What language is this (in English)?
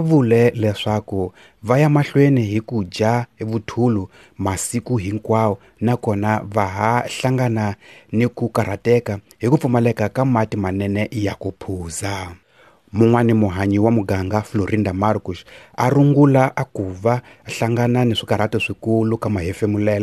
Tsonga